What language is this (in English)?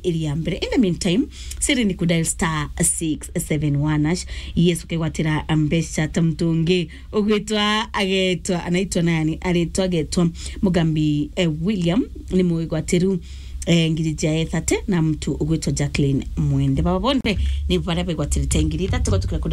Meru